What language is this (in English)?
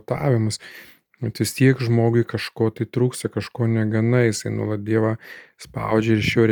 Lithuanian